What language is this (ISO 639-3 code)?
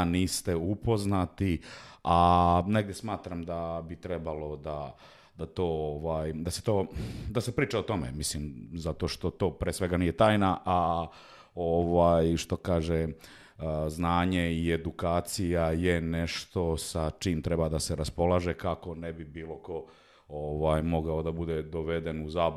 srp